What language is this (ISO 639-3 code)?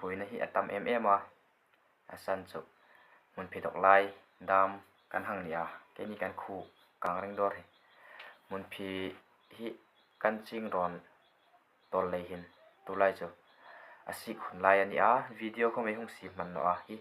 hmr